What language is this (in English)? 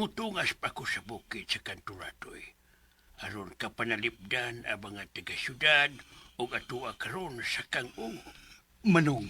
Cebuano